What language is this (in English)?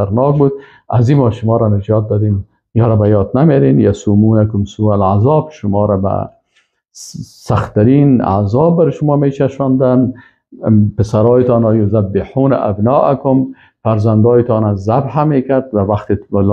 Persian